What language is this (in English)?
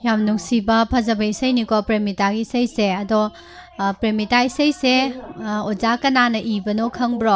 Manipuri